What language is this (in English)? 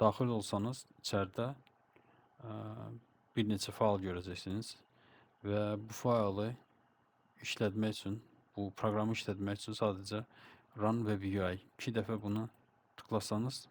Azerbaijani